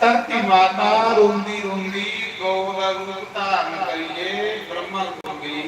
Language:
Dogri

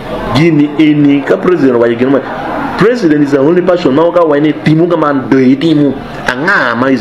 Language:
Acoli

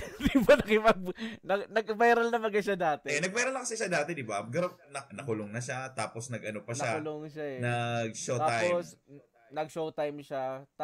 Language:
Bikol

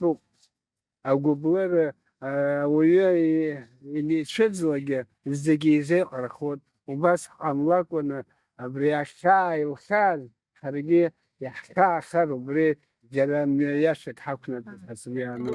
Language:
Abkhazian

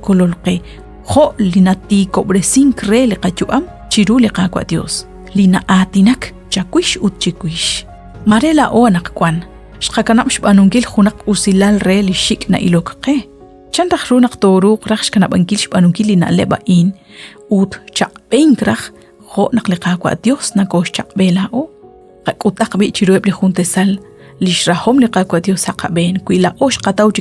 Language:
Kekchí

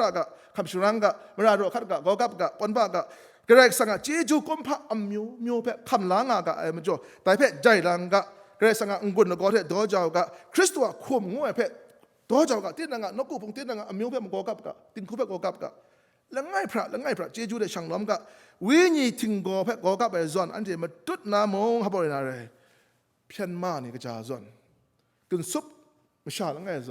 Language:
Kachin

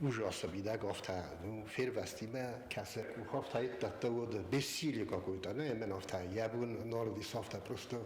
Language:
Ossetic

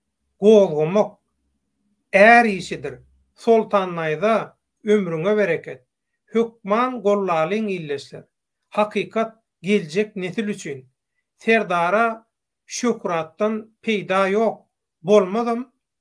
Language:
Turkmen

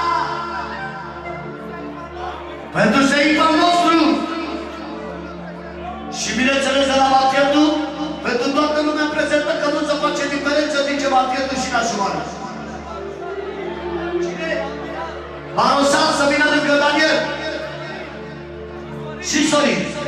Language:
Romanian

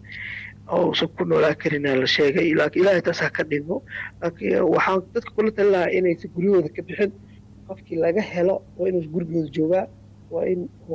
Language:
Somali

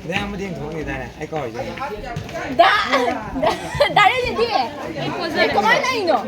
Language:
Manipuri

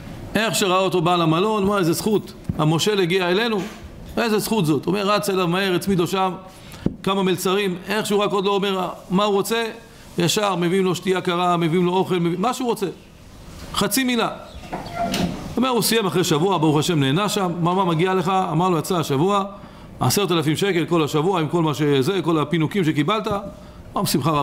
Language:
Hebrew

